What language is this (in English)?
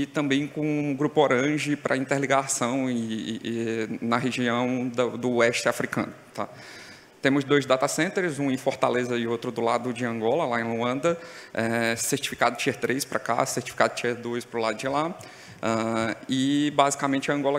Portuguese